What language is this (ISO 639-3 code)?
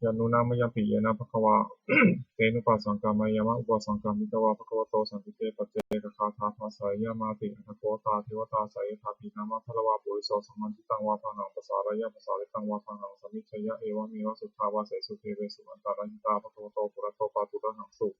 pli